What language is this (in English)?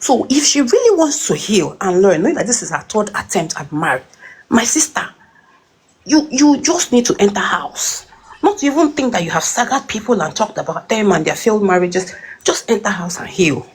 Nigerian Pidgin